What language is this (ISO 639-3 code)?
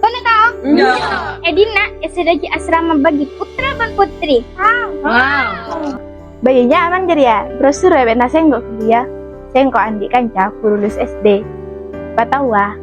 mad